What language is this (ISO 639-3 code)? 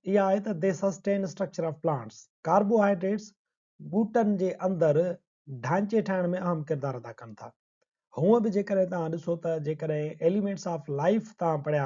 snd